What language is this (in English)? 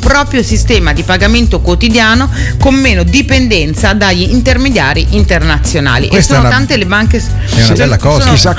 Italian